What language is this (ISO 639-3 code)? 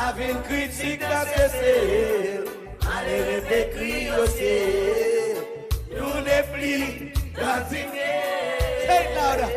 crs